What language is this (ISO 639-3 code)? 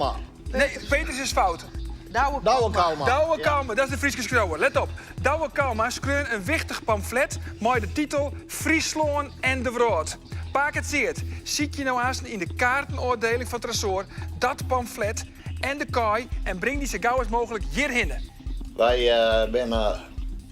fry